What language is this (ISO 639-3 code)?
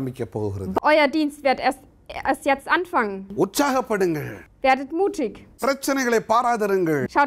tam